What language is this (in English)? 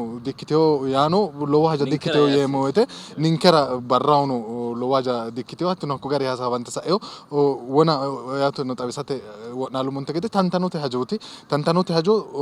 Sidamo